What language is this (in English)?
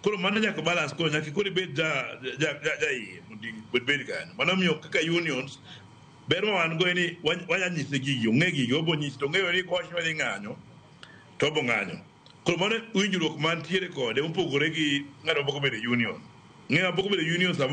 Luo (Kenya and Tanzania)